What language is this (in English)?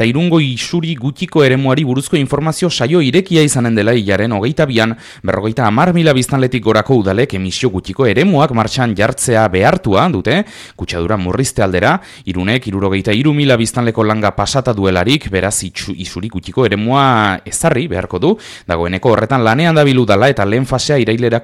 Basque